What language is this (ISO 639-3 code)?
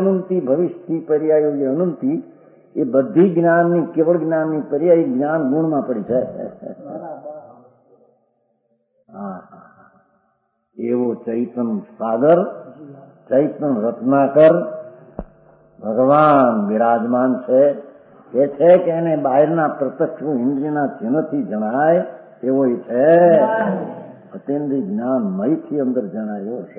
guj